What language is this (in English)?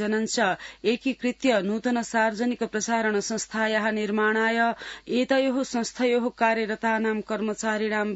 Sanskrit